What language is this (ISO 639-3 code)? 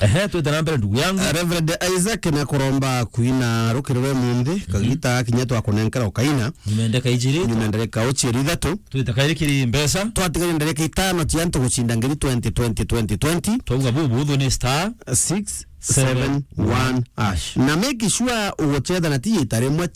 mer